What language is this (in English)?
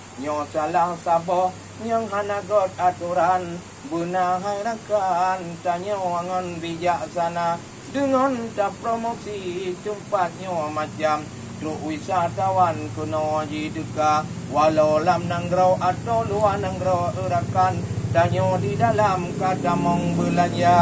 Achinese